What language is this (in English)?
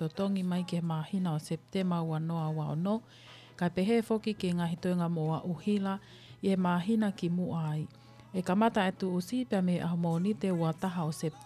Tongan